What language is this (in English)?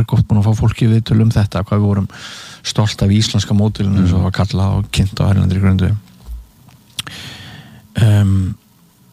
Icelandic